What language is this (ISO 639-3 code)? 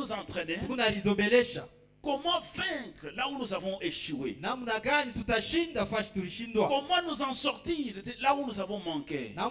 swa